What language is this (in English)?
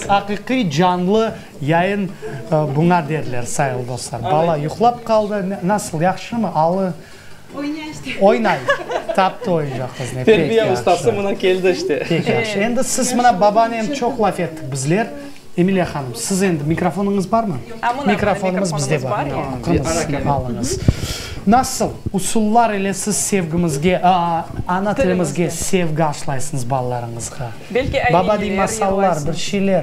Crimean Tatar